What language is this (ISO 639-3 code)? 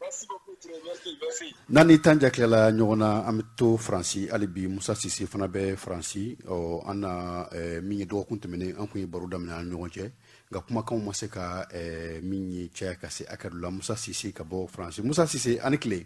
bam